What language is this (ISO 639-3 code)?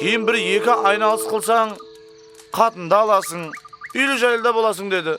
kaa